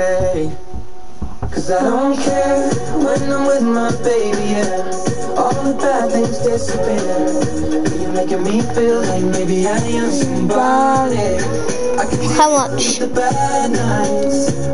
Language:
English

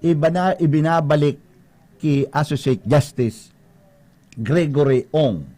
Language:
Bikol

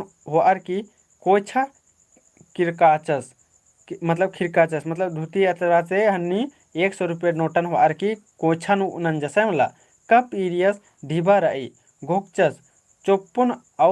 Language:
Kurukh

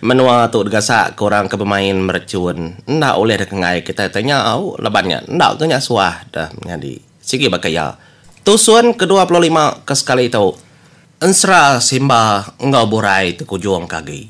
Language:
Iban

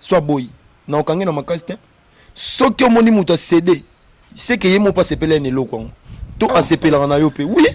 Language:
Lingala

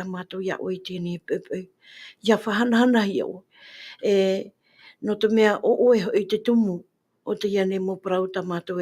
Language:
Tahitian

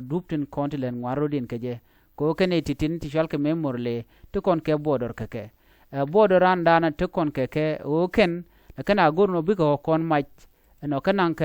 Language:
Nuer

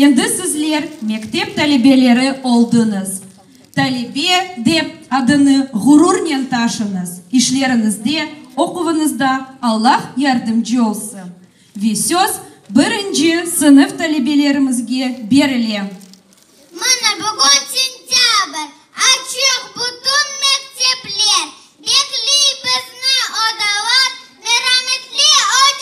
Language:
Crimean Tatar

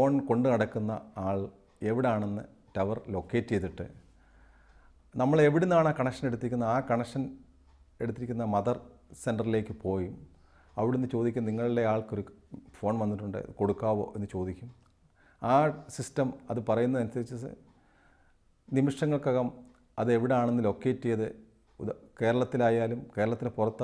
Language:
Malayalam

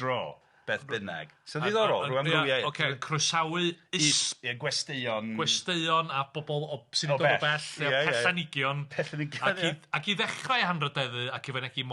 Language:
Welsh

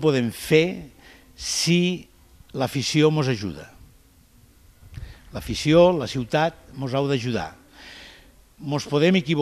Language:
Catalan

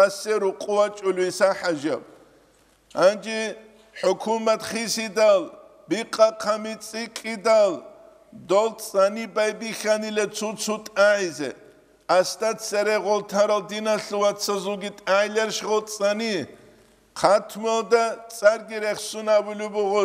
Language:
Avaric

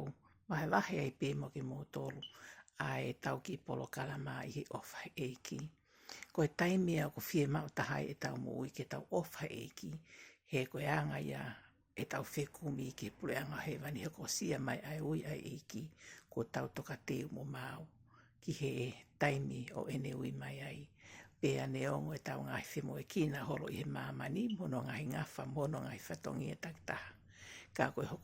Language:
Tongan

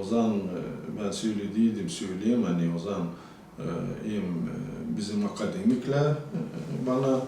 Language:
Gagauz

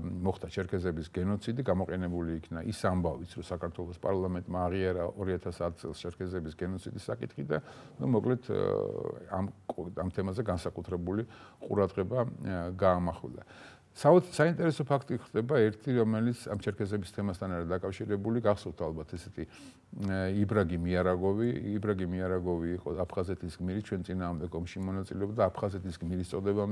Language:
Georgian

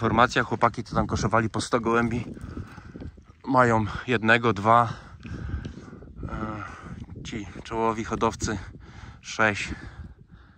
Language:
Polish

